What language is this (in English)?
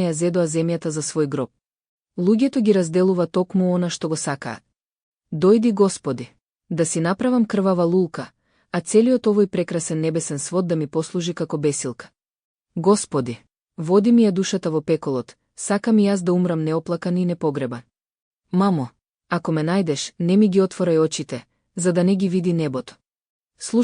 Macedonian